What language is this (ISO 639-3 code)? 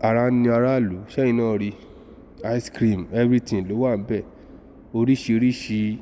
yor